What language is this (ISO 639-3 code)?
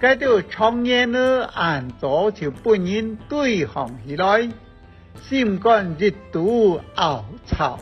hak